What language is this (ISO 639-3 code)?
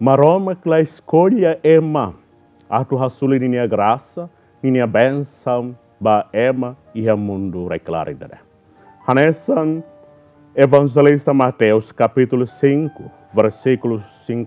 tet